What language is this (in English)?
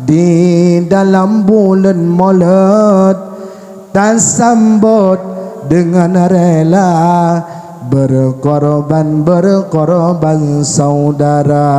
Achinese